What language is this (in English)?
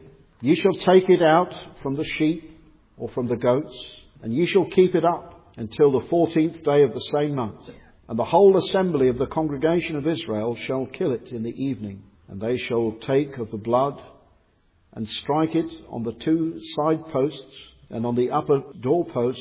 English